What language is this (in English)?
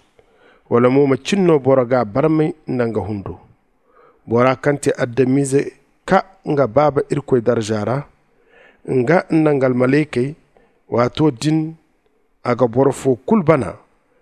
Zarma